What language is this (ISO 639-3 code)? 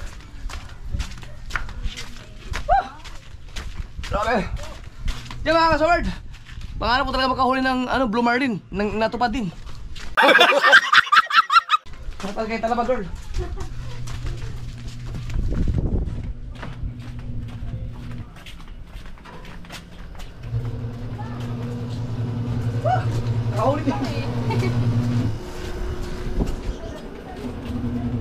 fil